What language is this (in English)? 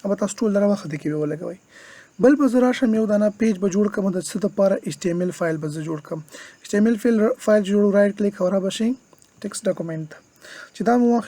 Pashto